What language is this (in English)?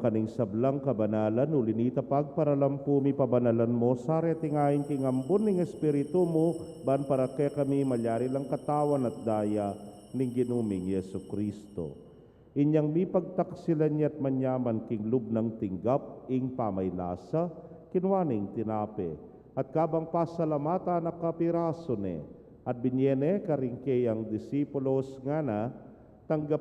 Pampanga